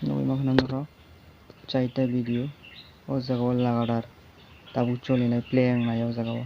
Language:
Kok Borok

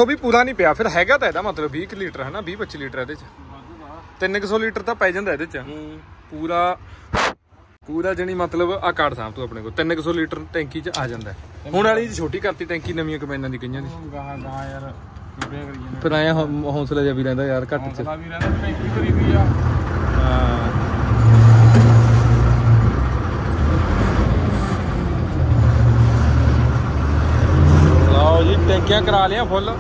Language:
Punjabi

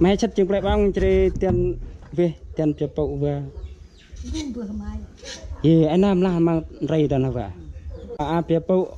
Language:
Central Mnong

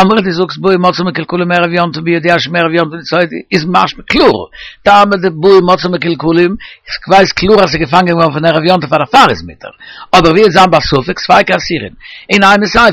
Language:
Yiddish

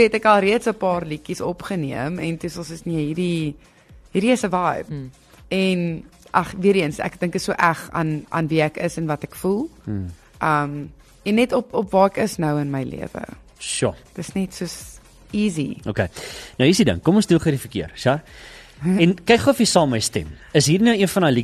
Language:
Afrikaans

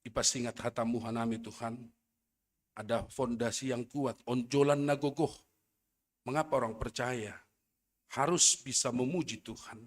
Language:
Batak Simalungun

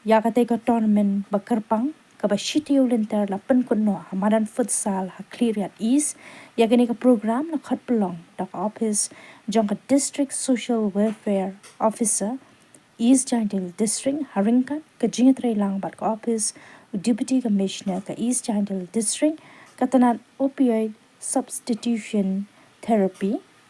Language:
Khasi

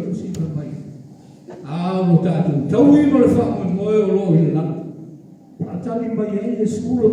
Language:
Samoan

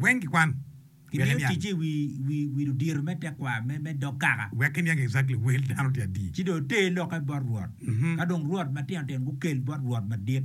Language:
Acoli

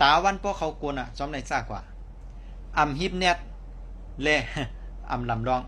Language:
Shan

